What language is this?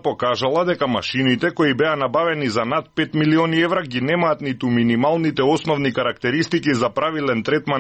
Macedonian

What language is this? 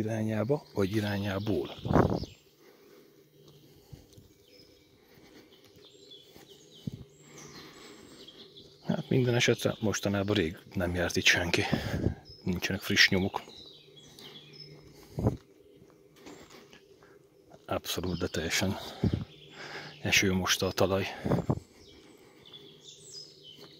Hungarian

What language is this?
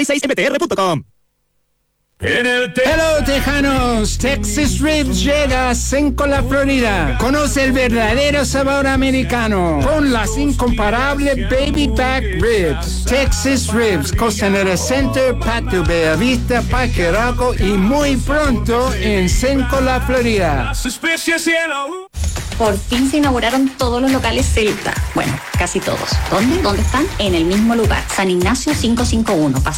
Spanish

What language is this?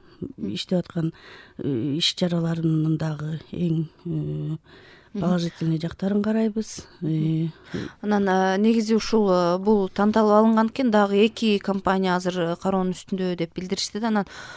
Kyrgyz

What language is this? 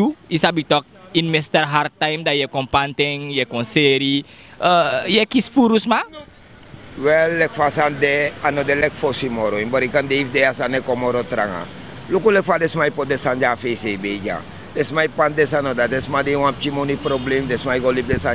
Sranan Tongo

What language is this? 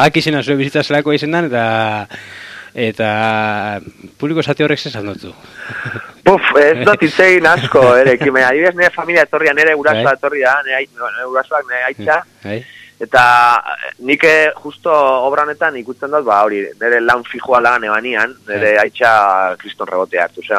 Basque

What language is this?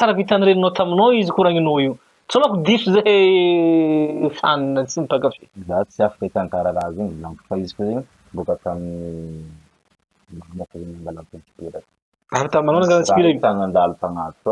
Malagasy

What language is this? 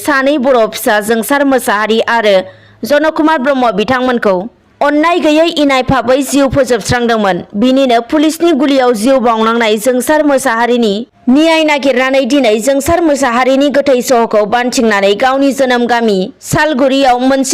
Bodo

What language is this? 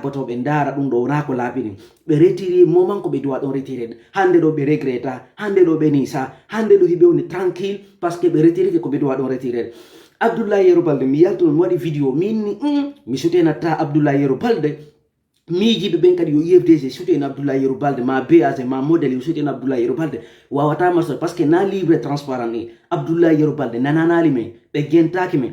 Fula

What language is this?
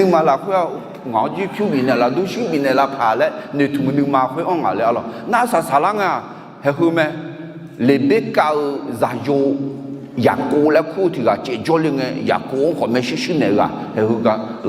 Akha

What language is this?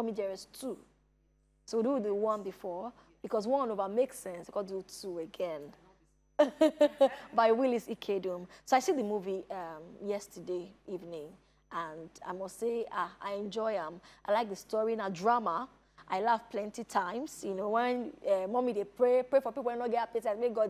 Nigerian Pidgin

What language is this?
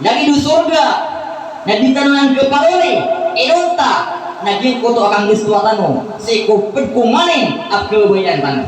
Maranao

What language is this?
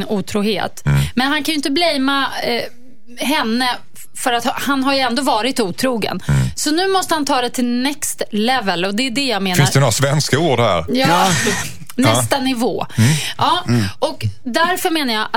Swedish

